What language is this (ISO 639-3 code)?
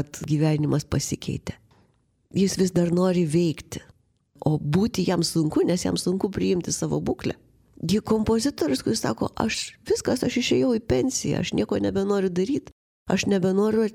lit